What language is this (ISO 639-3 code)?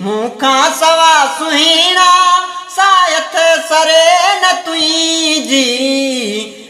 snd